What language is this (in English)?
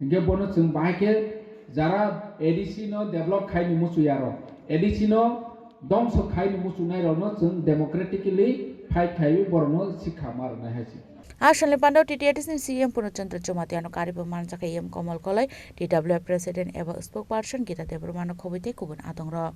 Kok Borok